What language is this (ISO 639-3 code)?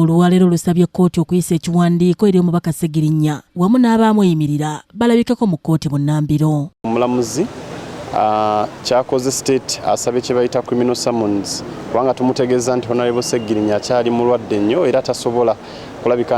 lug